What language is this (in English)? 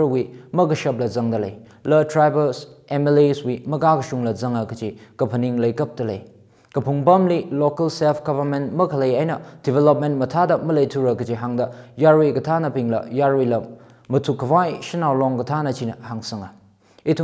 Tangkhul Naga (India)